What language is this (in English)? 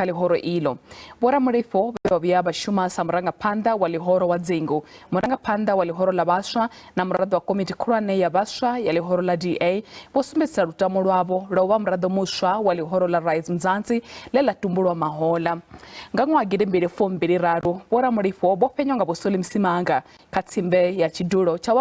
Venda